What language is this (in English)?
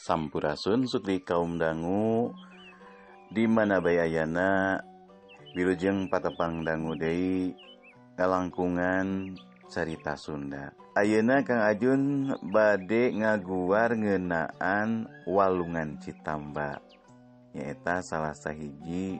Sundanese